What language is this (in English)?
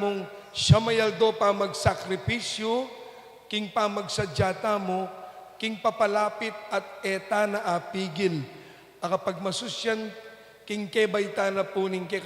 Pampanga